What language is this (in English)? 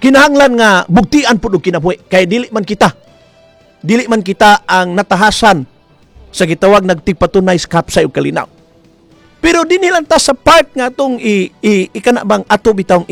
Cebuano